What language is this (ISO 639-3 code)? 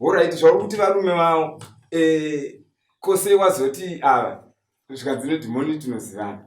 sna